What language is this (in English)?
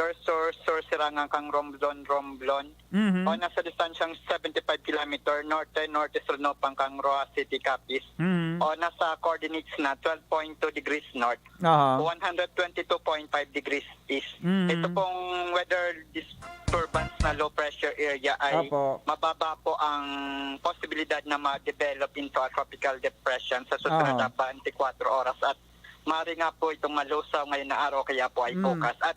Bikol